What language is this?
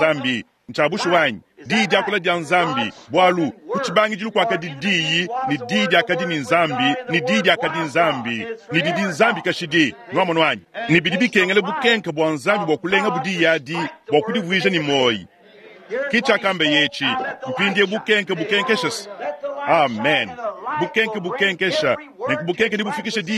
Luba-Lulua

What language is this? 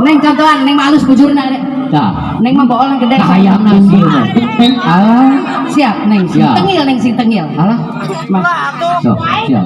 Sundanese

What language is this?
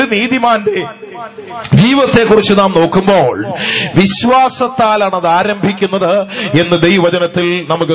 Malayalam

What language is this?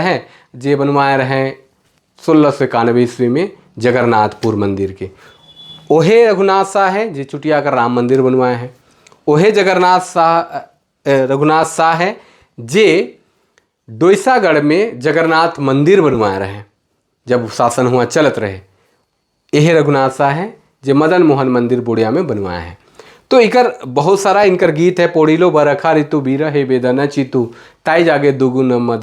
Sadri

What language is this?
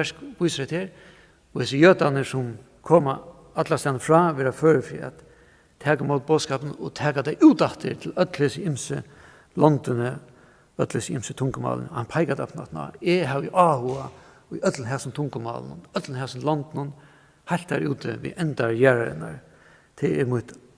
Faroese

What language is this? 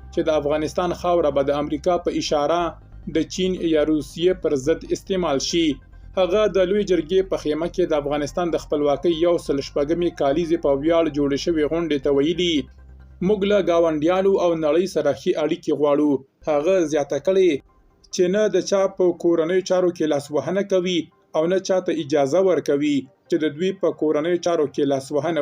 Pashto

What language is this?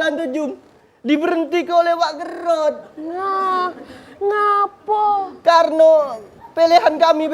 Musi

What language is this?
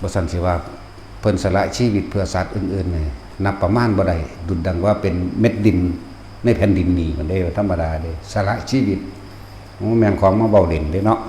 Northeastern Thai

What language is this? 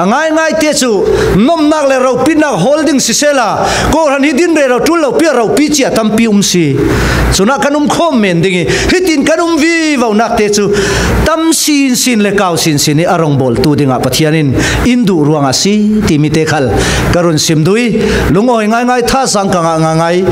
Falam Chin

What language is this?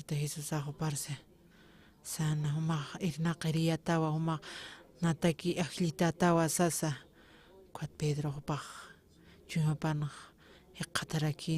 Aymara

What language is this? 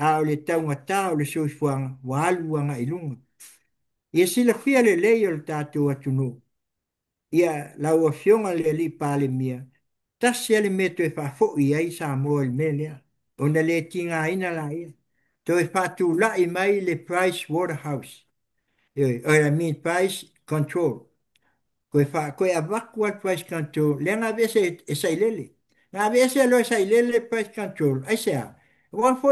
Samoan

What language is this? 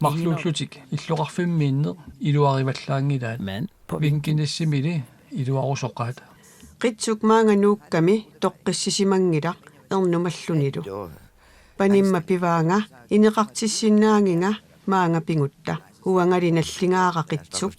Kalaallisut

